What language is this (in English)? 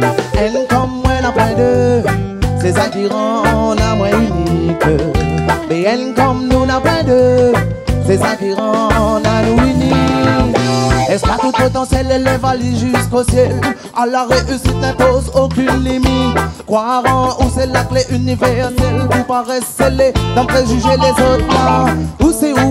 Réunion Creole French